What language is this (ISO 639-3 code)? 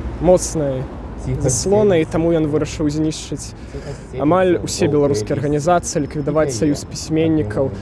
bel